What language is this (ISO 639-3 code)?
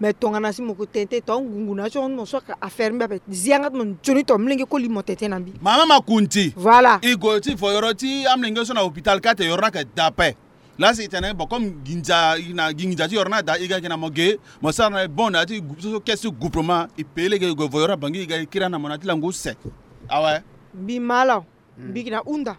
sag